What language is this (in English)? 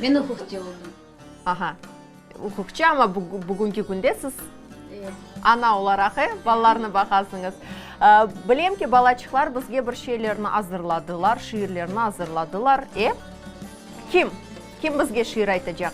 Crimean Tatar